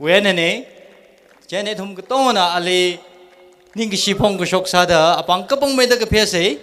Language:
Tangkhul Naga (India)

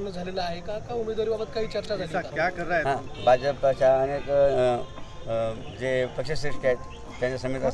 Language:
Marathi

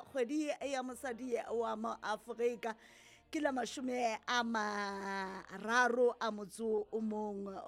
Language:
Southern Sotho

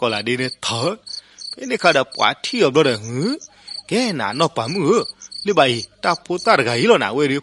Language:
S'gaw Karen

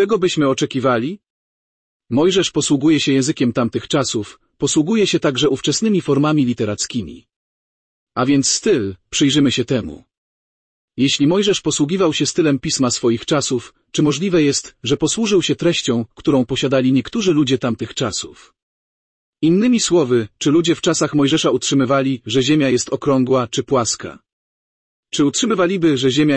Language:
Polish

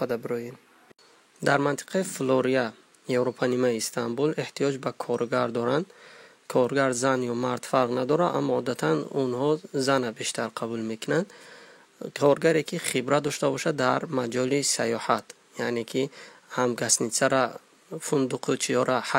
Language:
Tajik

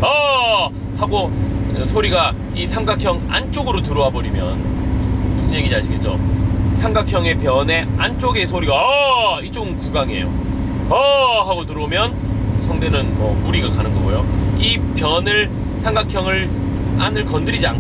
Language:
Korean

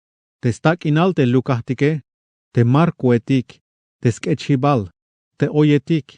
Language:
Tzeltal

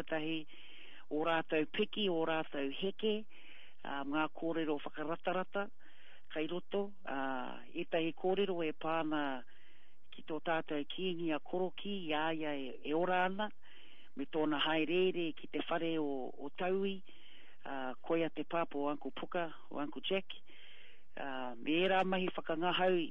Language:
Māori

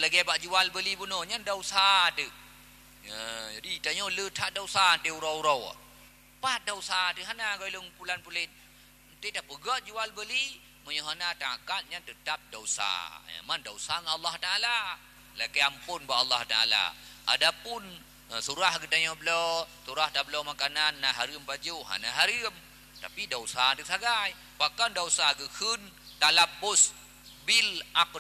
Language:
Achinese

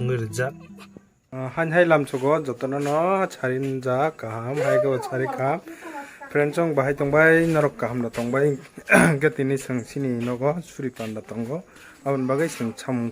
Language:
Kok Borok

